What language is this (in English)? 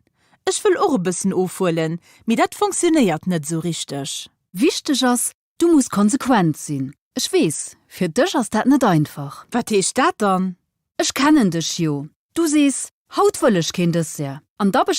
Luxembourgish